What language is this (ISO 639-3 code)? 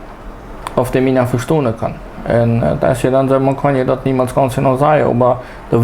pdt